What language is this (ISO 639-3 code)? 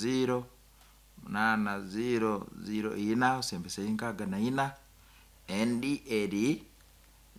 nyn